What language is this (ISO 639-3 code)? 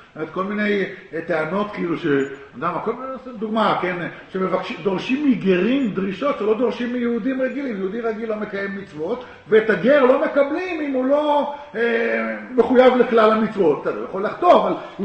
heb